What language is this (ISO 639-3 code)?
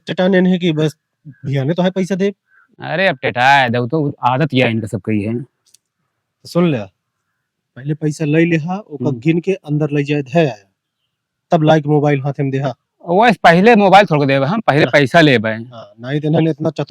awa